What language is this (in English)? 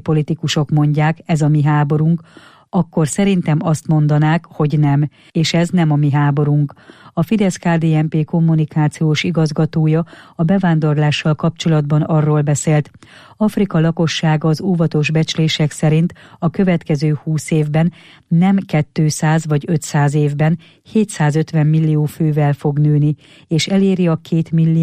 Hungarian